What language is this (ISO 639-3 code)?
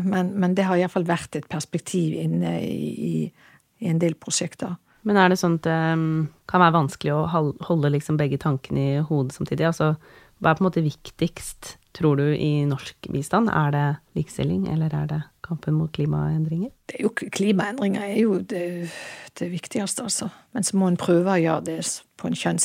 nor